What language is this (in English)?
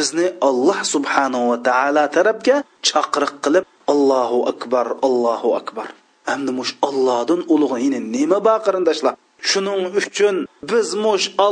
Uyghur